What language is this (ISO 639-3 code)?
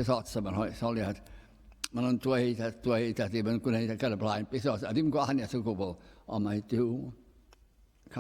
cym